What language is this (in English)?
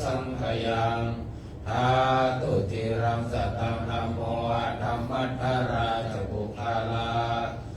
Pali